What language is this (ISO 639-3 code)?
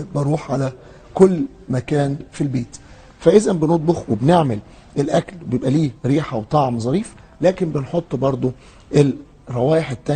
arz